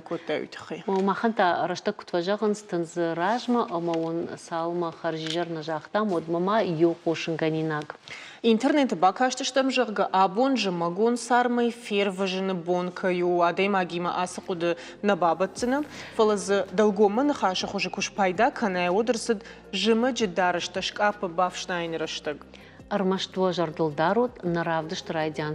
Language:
Ossetic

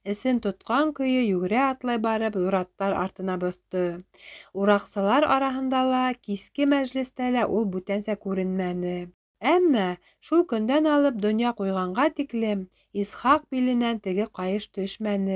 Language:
Bashkir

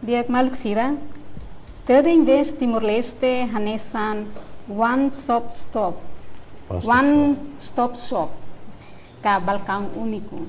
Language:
Tetum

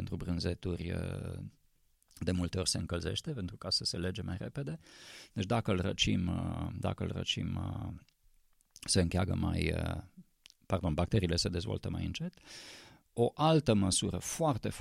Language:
Romanian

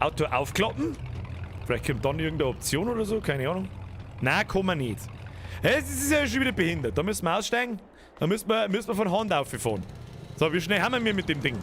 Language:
Bavarian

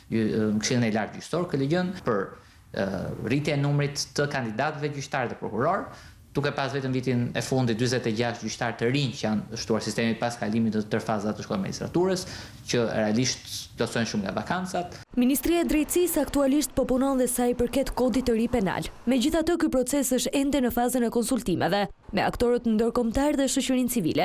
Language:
Albanian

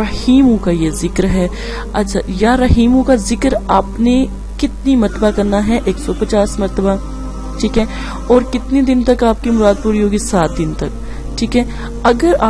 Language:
Urdu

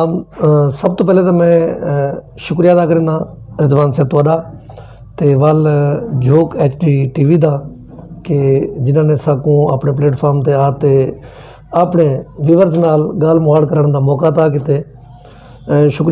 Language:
Saraiki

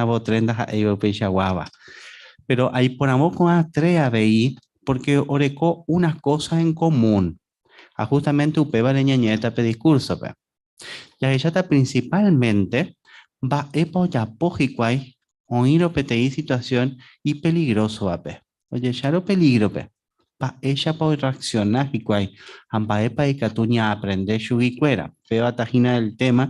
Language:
Guarani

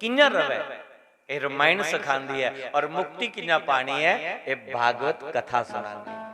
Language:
Dogri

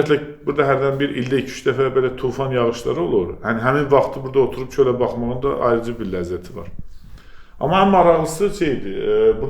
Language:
Azerbaijani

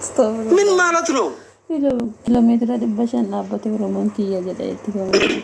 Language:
Oromo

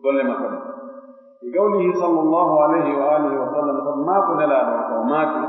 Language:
Pular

